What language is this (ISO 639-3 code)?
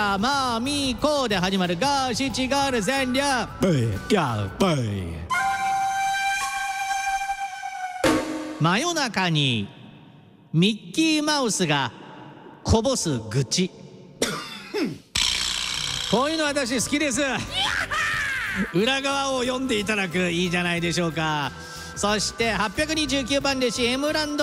jpn